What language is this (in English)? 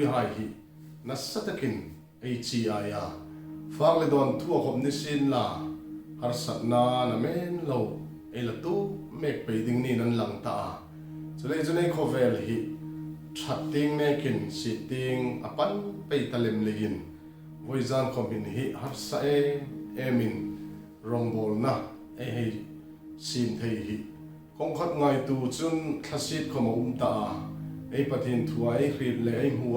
Hmar